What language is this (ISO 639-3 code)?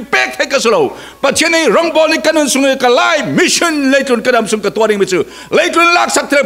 cfm